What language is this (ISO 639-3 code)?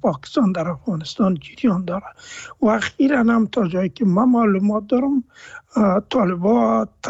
fas